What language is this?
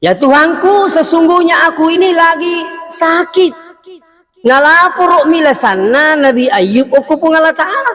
Buginese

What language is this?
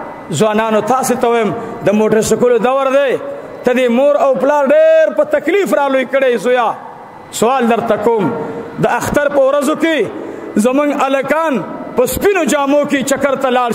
Pashto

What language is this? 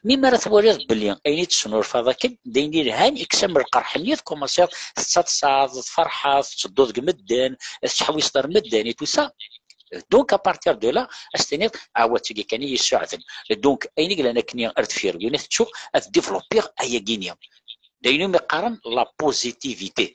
Kabyle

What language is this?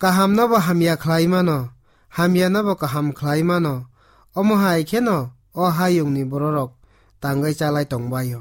Kok Borok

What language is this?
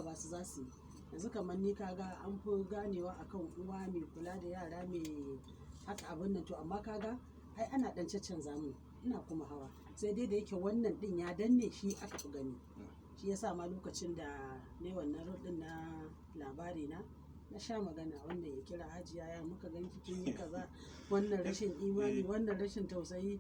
Hausa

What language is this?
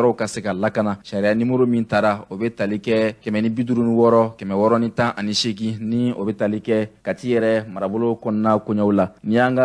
Bambara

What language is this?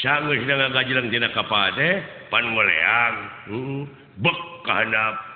Sundanese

